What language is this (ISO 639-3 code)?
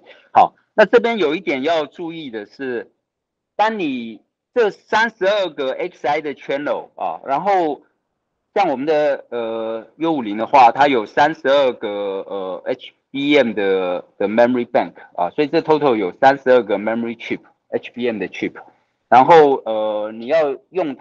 zho